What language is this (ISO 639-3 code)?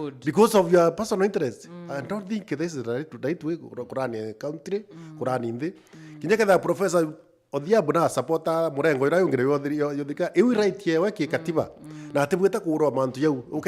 mer